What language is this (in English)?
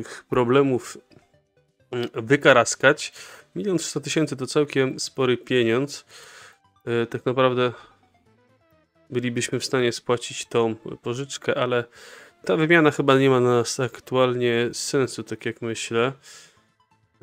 Polish